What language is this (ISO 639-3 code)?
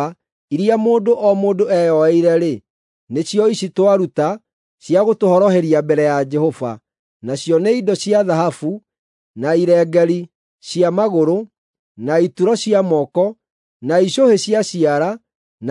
kik